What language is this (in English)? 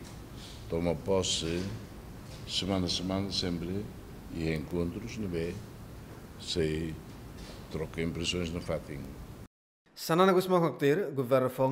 Tetum